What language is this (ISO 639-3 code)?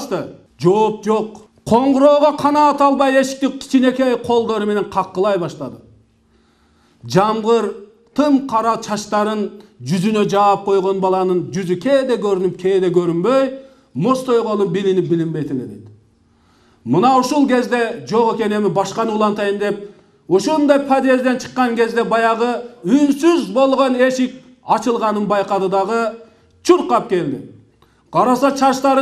kir